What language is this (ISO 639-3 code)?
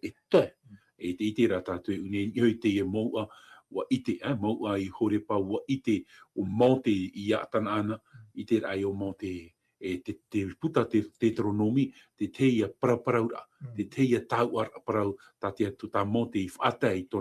tah